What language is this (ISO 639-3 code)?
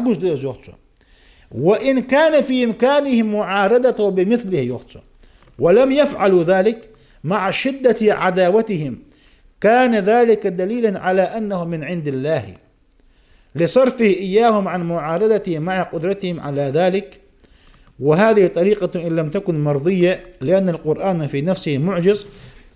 inh